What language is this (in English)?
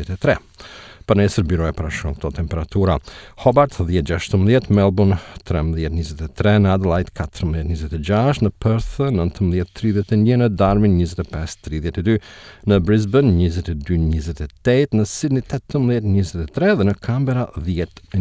Albanian